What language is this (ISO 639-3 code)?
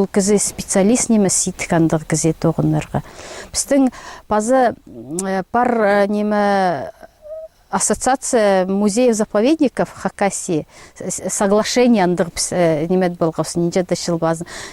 kjh